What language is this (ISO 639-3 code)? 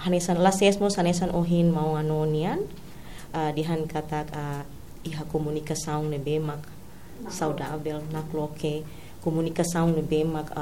tet